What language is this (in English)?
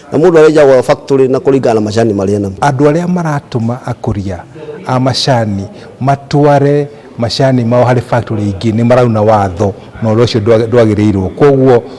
Kikuyu